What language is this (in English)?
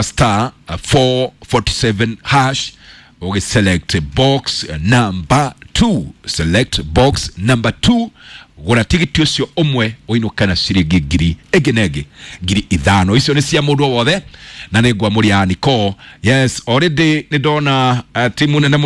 Kikuyu